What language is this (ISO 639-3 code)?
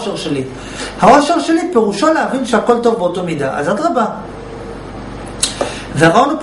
heb